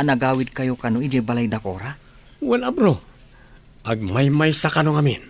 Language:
Iloko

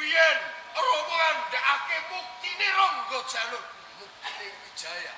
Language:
Javanese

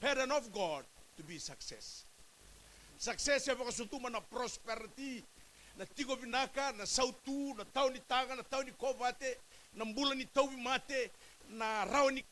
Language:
Fijian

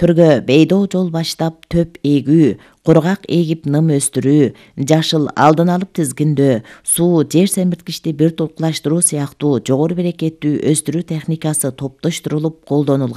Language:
Kyrgyz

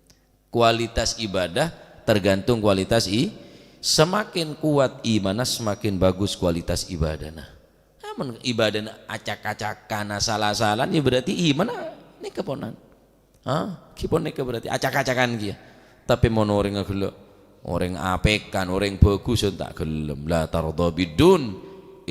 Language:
Madurese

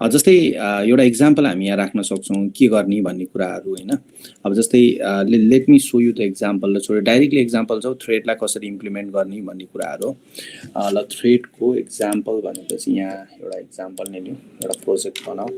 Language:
Nepali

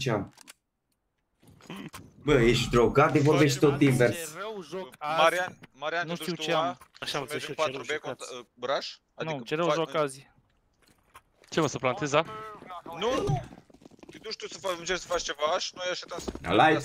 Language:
Romanian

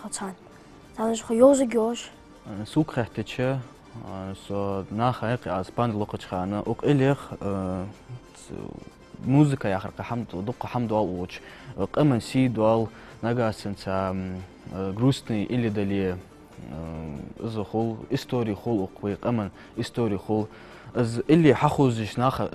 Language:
Ingush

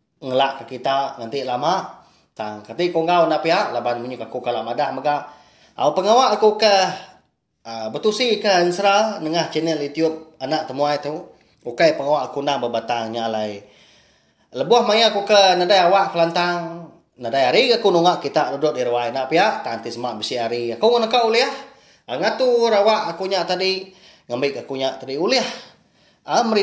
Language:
Iban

